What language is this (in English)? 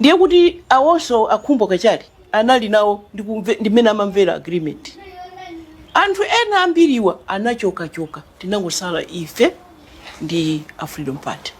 Nyanja